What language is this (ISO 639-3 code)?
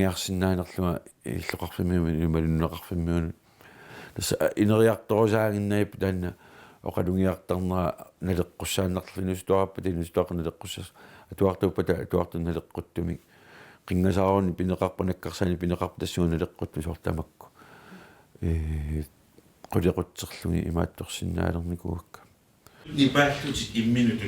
kal